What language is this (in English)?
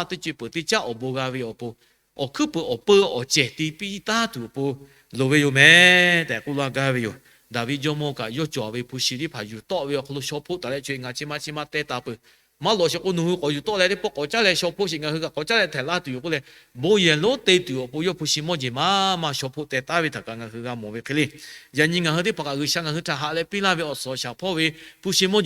Lahu